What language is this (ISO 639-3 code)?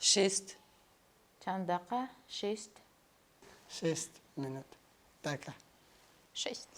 kur